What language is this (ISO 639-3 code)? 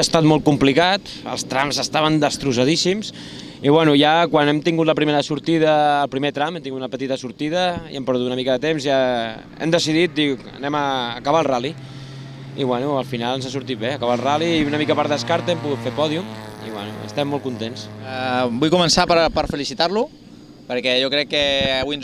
cat